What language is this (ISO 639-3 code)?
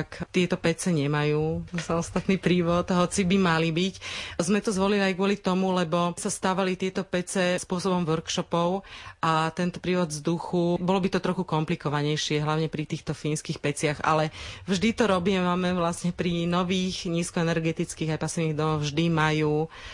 slk